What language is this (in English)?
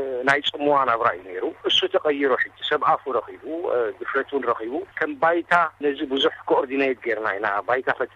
Tigrinya